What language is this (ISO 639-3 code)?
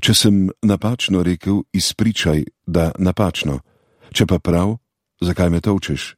slv